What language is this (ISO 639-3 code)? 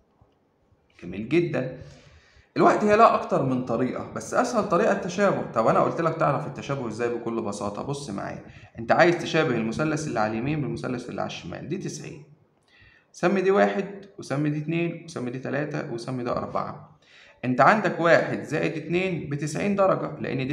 arz